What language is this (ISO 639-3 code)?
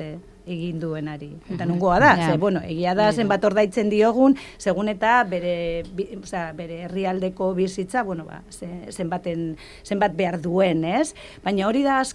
eus